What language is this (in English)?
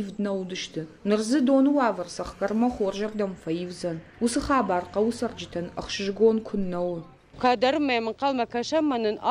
Ossetic